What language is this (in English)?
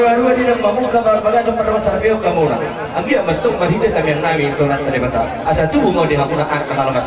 Batak Toba